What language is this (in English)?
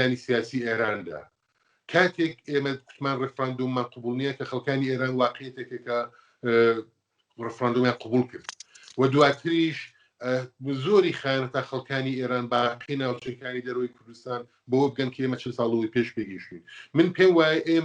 Central Kurdish